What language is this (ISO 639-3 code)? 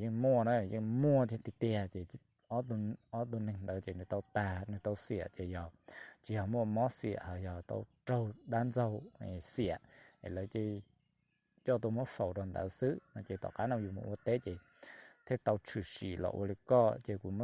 hmn